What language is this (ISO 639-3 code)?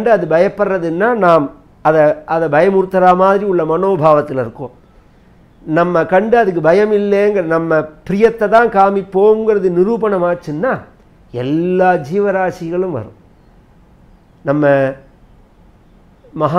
tam